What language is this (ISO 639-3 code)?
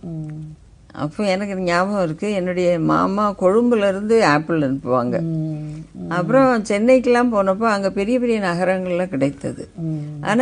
tam